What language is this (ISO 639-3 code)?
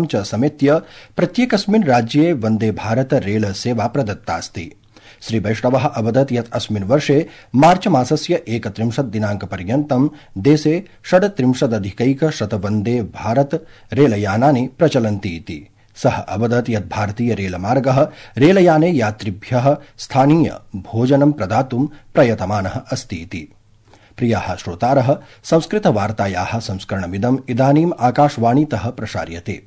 san